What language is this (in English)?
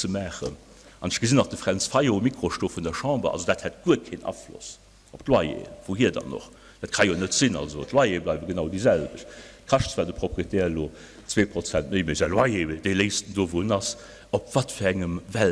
Luxembourgish